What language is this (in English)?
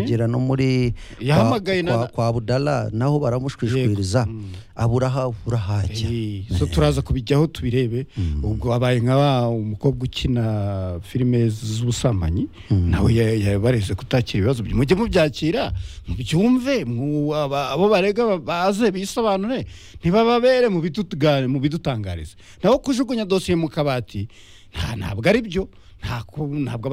Kinyarwanda